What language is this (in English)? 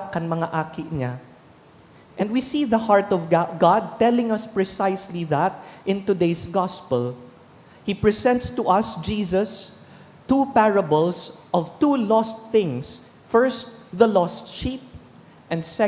Bikol